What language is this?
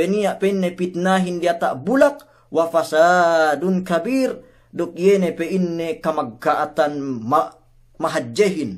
Yakan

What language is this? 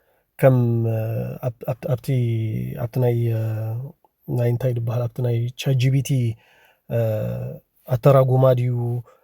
Tigrinya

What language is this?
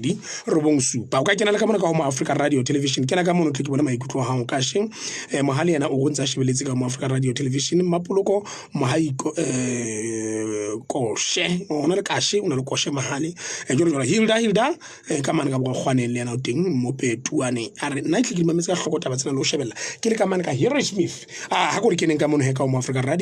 Southern Sotho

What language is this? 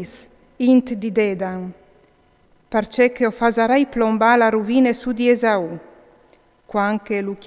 Friulian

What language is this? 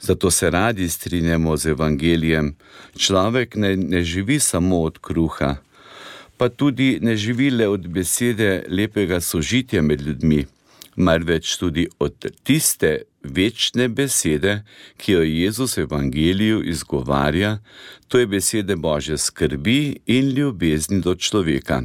Slovenian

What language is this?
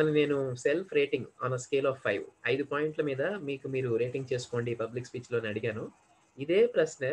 Telugu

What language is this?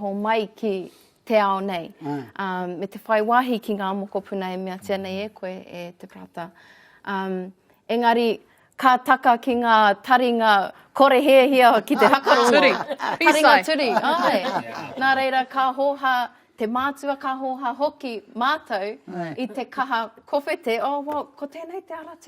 Māori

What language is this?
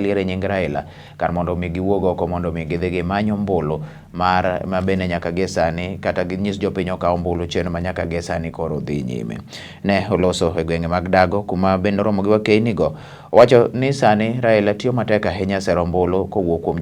Luo (Kenya and Tanzania)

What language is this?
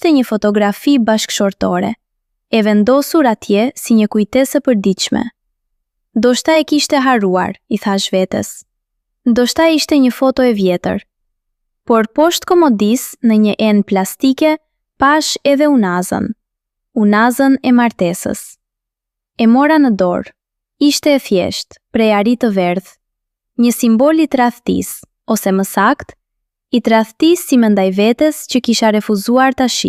Albanian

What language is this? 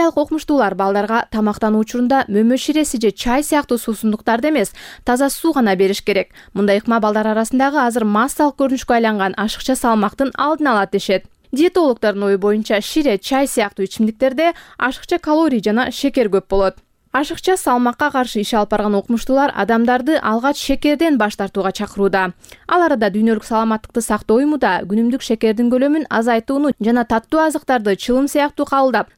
Kyrgyz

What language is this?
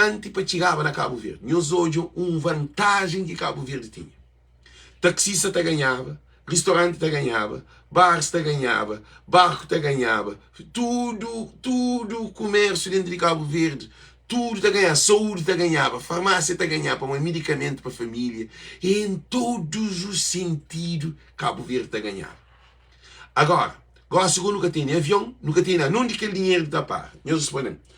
Kabuverdianu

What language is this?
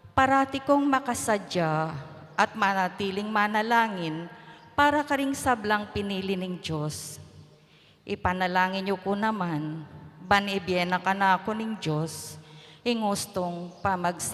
Pampanga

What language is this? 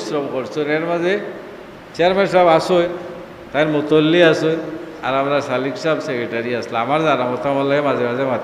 Sylheti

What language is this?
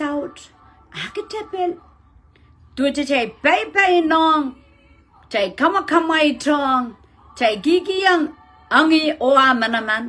Pohnpeian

